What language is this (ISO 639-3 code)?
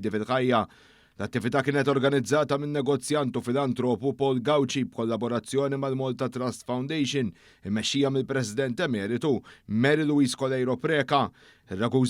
mlt